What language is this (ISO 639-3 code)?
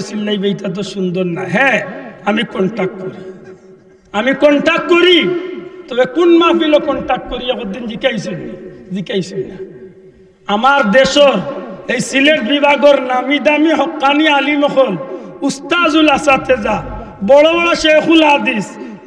syl